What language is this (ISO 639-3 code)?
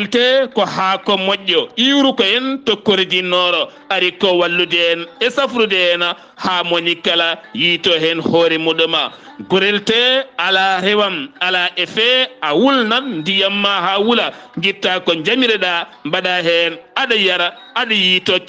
ful